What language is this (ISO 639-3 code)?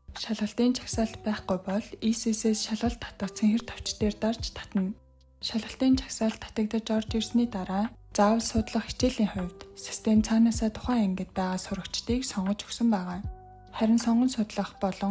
mon